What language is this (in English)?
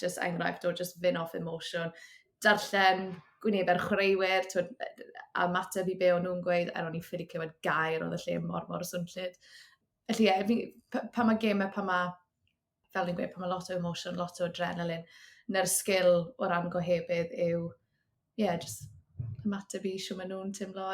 Welsh